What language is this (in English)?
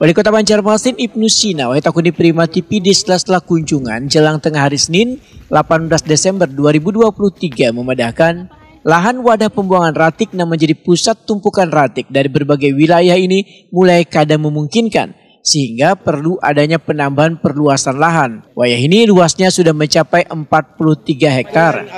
Banjar